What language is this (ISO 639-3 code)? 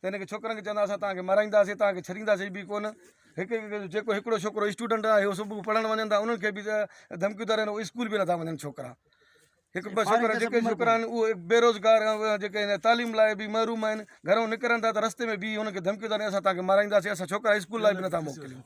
snd